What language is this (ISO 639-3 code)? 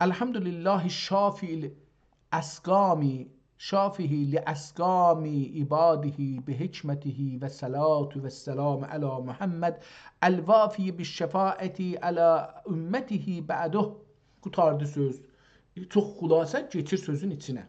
azb